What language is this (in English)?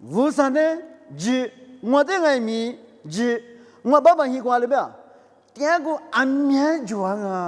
Lisu